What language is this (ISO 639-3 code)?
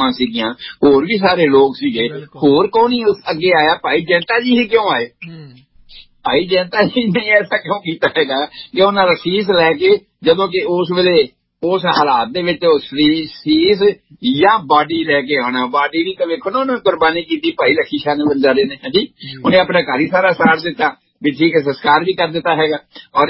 pan